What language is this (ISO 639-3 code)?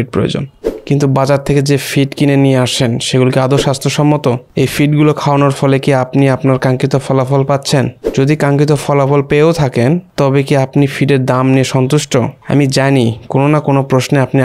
ben